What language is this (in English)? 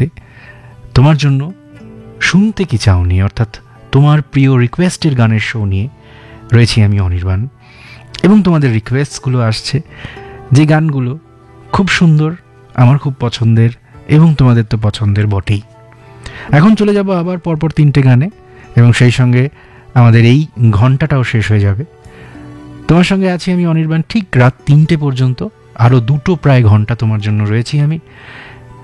Bangla